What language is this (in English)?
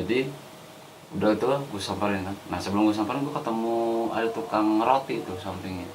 Betawi